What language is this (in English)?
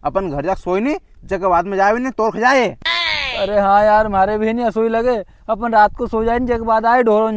Rajasthani